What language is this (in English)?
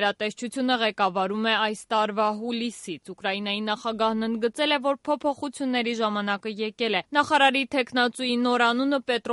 Armenian